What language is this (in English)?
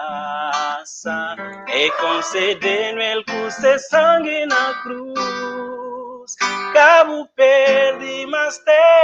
Kabuverdianu